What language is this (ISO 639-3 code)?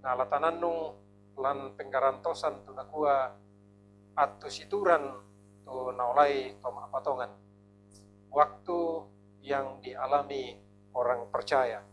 sda